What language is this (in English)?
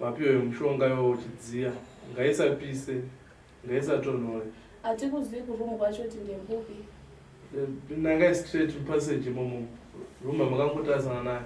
Shona